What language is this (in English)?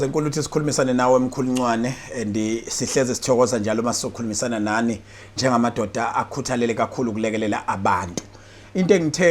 Zulu